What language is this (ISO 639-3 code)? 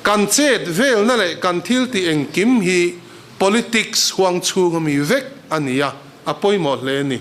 lus